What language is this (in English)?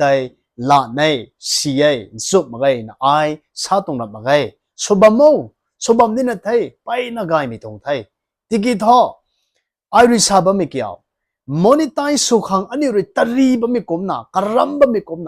Rongmei Naga